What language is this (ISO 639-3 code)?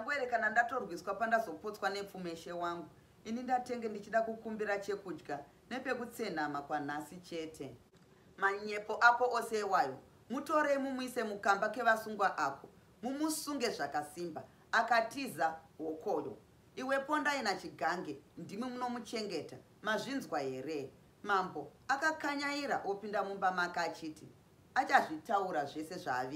sna